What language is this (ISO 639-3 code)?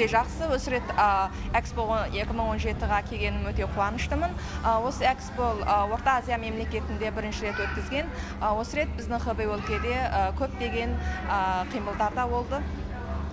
kaz